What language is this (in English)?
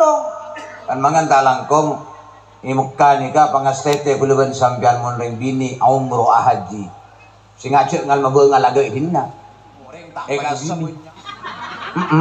Madurese